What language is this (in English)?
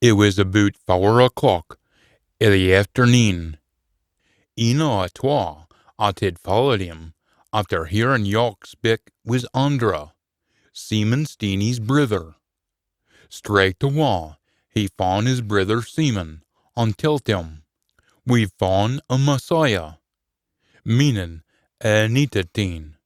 Scots